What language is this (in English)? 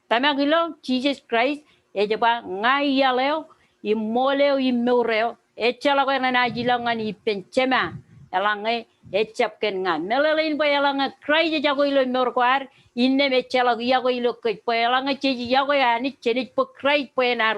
Marshallese